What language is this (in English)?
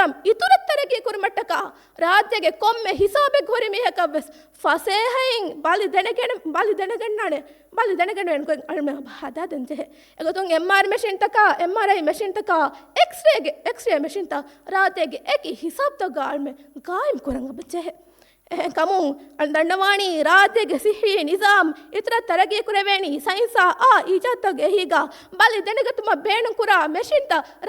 Divehi